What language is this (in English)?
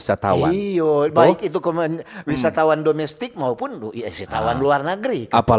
Manado Malay